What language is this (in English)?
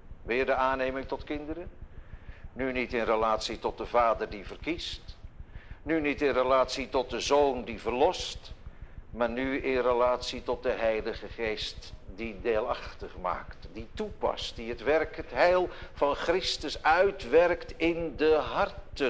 Dutch